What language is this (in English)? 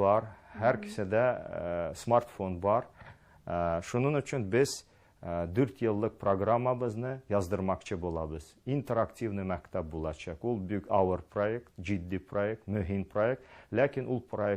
Tatar